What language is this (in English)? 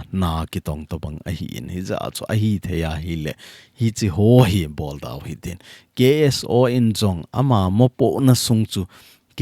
Thado Chin